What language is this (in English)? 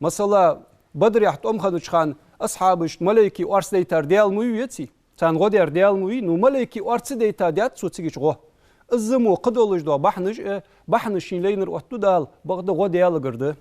Ingush